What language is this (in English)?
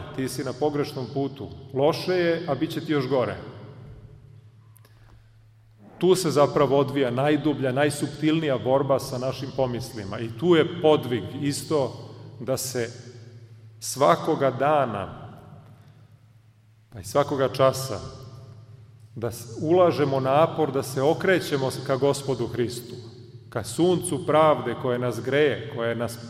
Serbian